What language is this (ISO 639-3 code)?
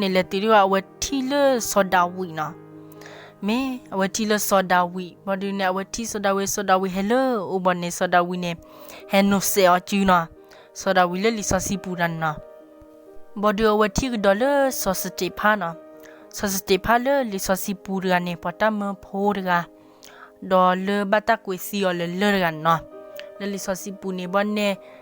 ksw